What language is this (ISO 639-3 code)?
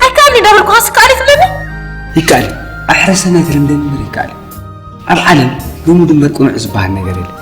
tir